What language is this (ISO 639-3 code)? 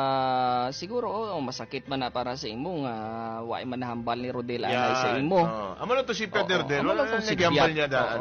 hil